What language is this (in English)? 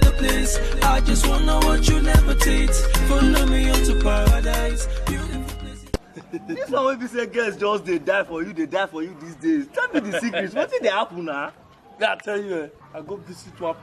Nigerian Pidgin